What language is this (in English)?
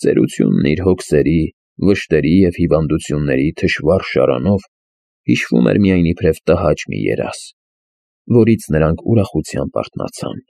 Armenian